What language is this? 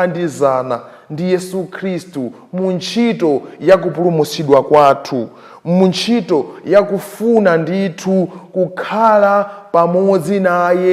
Nyanja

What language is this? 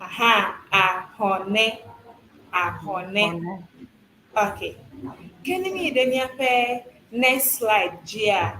Ewe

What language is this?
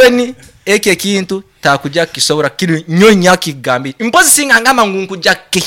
Nyoro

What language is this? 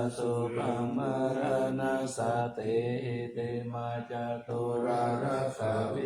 Pali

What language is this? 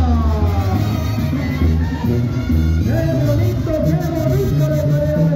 Spanish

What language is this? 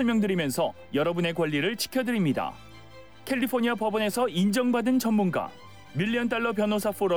Korean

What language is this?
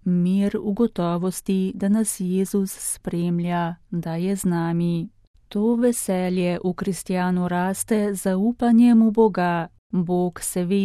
Slovenian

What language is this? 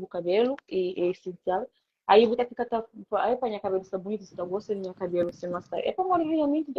Kabuverdianu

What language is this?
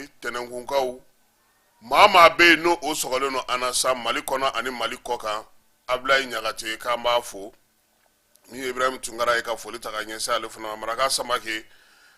Bambara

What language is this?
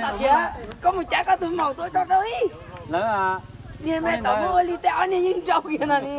Hmong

